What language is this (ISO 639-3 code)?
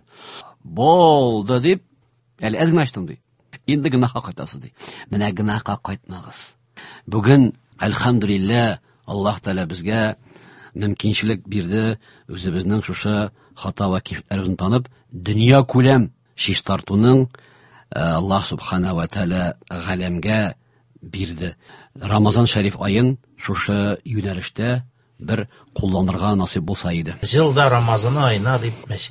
tat